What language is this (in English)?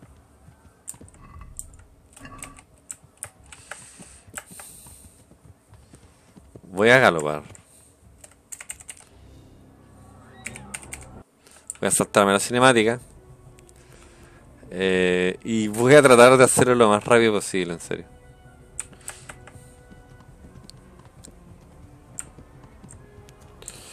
Spanish